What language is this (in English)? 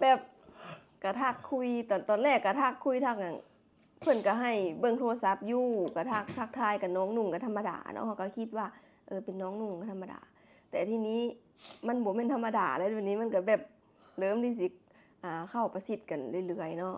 Lao